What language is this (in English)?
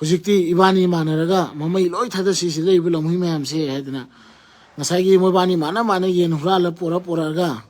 Manipuri